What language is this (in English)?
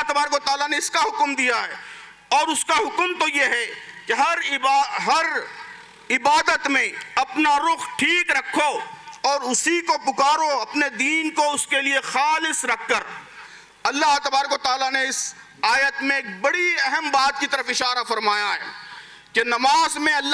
Urdu